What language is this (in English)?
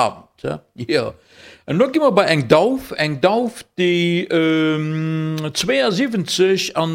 Luxembourgish